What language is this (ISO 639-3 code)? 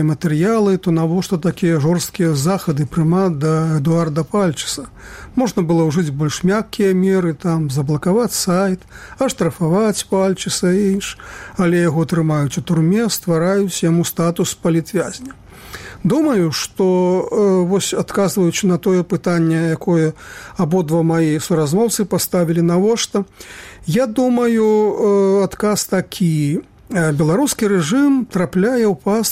bel